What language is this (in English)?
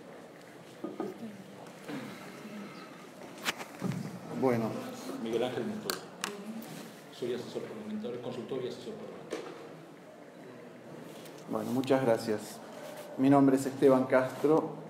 Spanish